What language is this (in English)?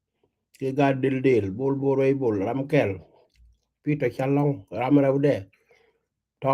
Nuer